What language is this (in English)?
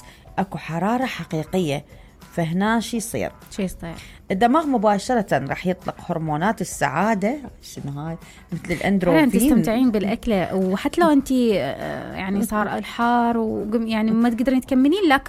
Mesopotamian Arabic